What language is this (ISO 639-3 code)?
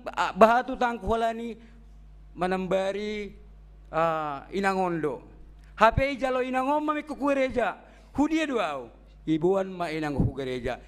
bts